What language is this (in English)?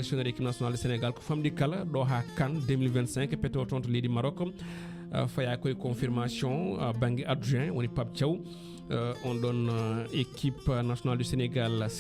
Fula